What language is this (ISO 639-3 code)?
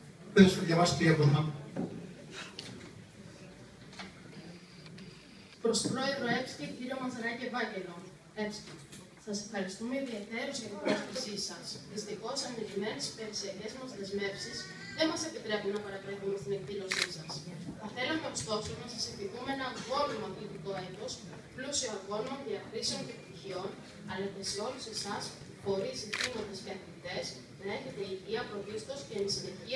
ell